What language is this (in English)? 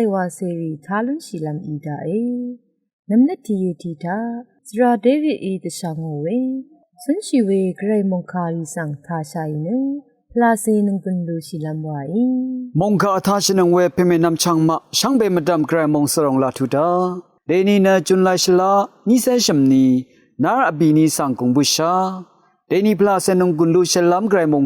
Rawang